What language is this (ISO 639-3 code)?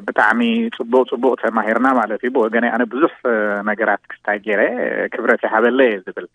tir